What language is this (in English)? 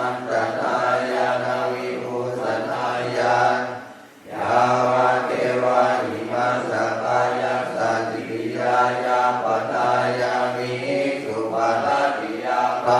Pali